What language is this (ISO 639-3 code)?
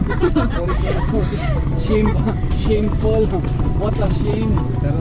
war